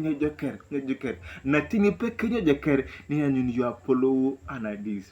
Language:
Turkana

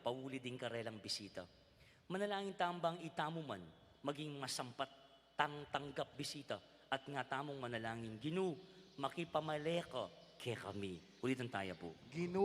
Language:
Pampanga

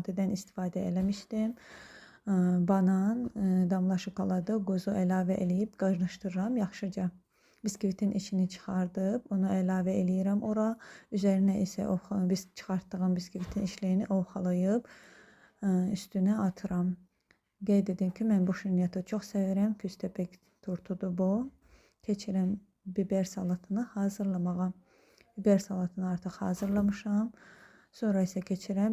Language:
Azerbaijani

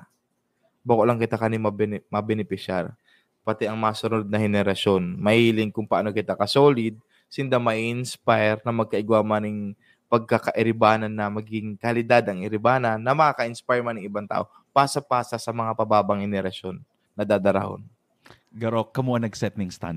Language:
Bikol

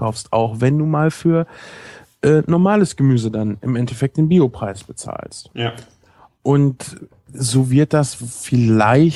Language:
German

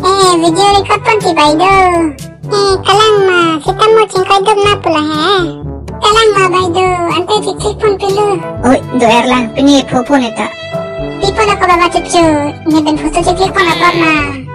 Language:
Karbi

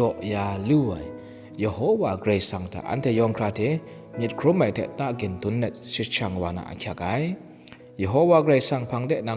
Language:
Kachin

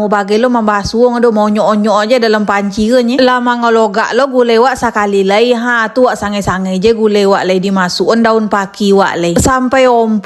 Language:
Minangkabau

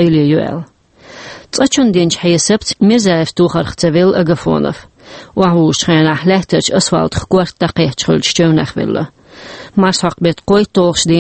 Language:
Chechen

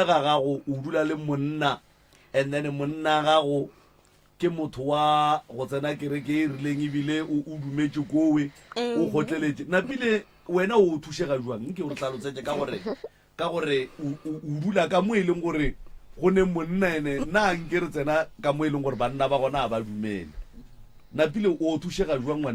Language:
Northern Sotho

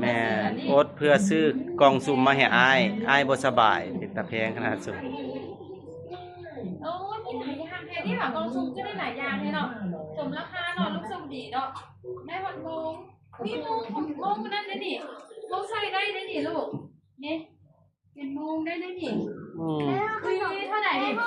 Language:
Lao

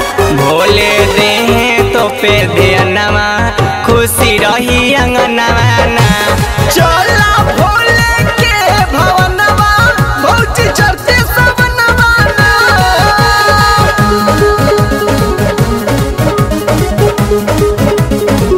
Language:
Bhojpuri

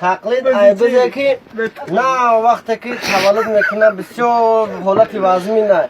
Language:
Tajik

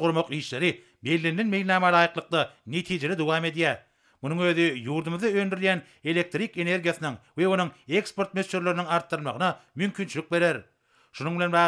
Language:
Turkmen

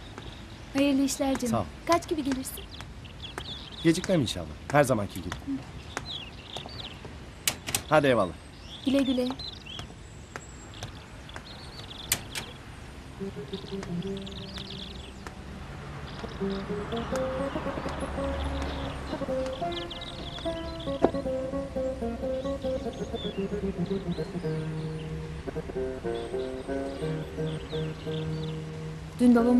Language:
Turkish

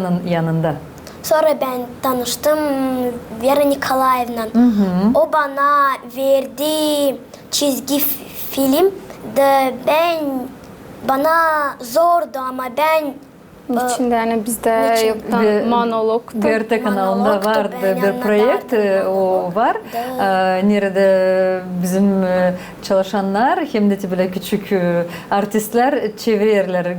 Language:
Gagauz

